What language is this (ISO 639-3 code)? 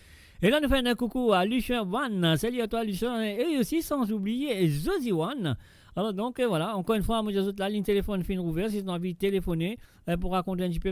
mfe